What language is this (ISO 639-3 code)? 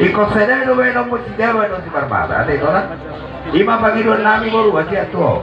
bbc